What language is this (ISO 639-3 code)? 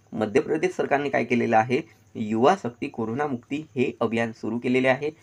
mar